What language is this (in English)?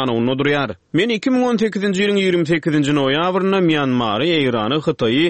Turkmen